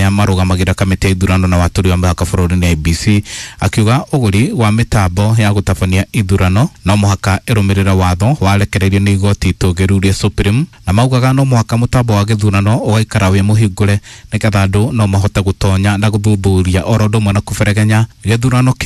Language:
Kikuyu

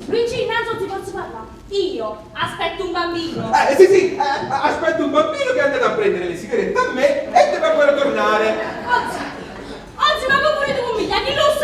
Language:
Neapolitan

